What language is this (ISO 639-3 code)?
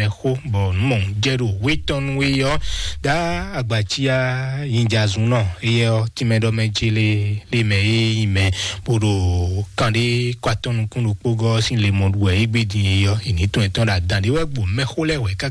fon